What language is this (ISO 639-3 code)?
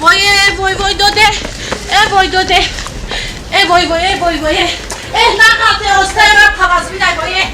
tgk